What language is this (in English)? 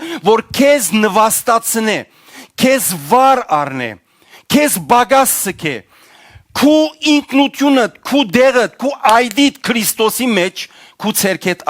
Western Armenian